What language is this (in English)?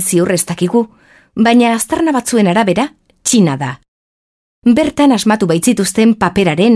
Basque